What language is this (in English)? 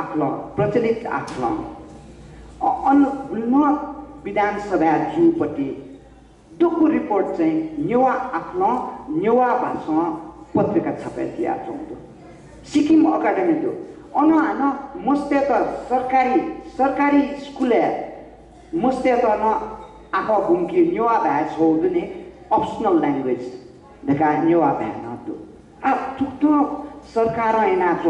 Newari